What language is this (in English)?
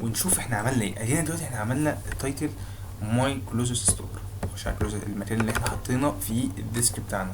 Egyptian Arabic